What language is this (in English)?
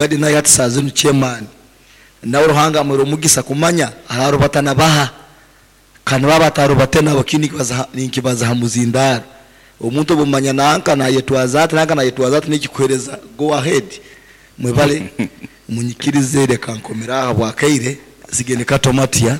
Nyankole